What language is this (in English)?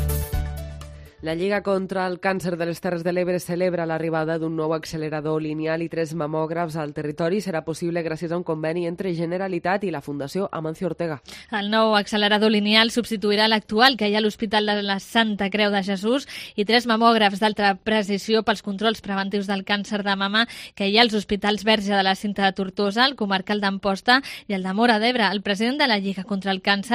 Catalan